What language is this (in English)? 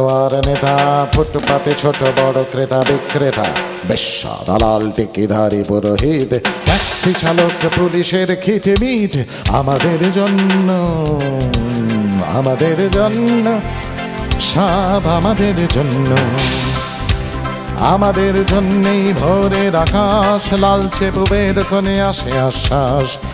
Bangla